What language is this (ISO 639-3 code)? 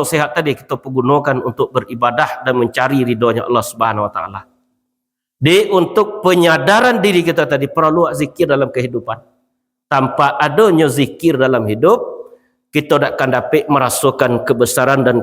min